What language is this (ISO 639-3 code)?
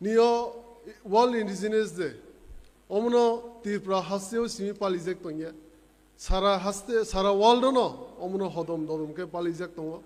trp